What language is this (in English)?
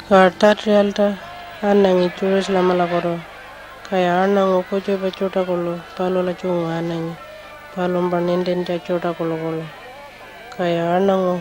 Pitjantjatjara